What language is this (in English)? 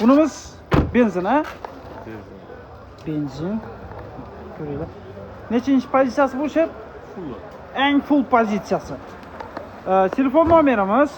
Uzbek